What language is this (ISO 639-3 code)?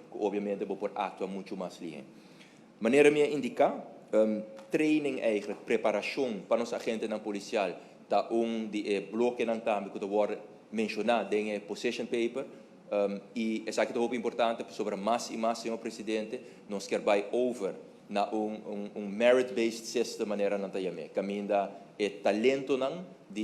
pap